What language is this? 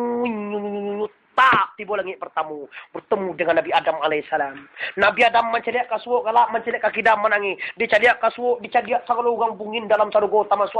Minangkabau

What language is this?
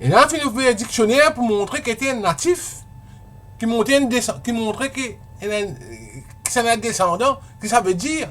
Morisyen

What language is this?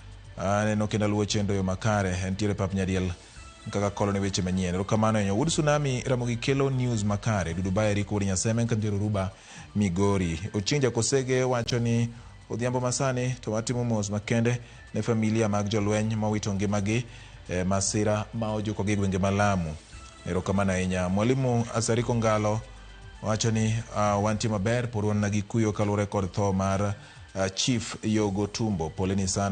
Luo (Kenya and Tanzania)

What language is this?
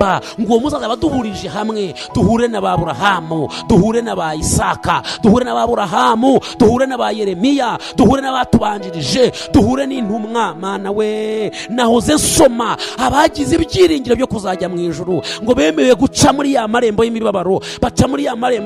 Kinyarwanda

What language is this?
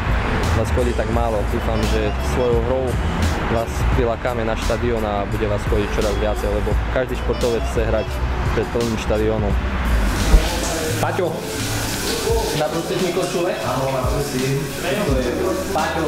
Slovak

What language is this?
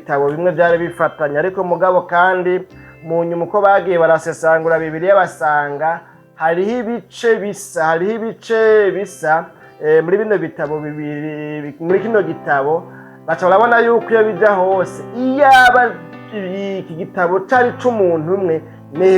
Rundi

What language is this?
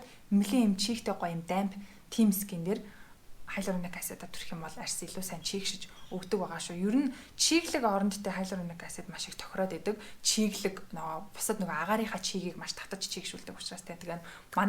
Mongolian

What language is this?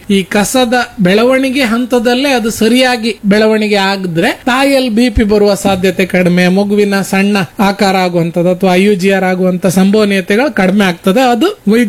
Kannada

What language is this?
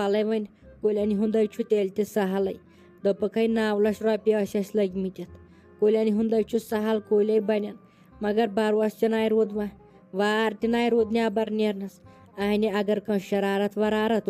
Kashmiri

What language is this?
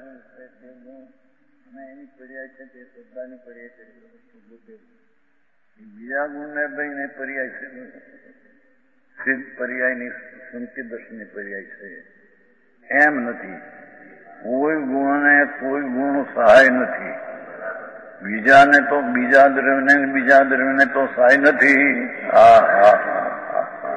Gujarati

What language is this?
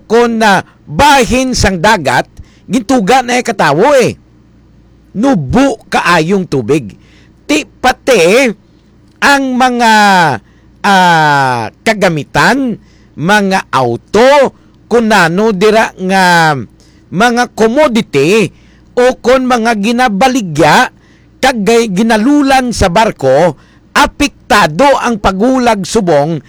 Hiligaynon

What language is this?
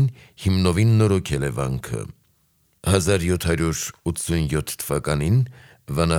Armenian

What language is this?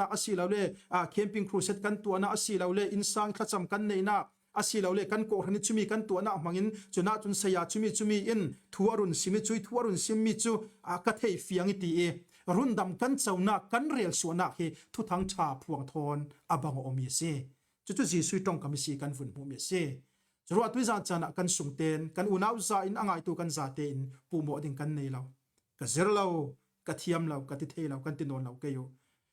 Falam Chin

